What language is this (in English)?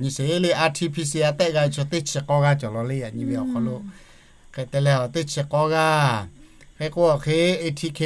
Lahu